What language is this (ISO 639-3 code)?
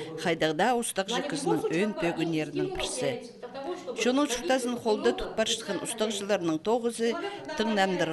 kjh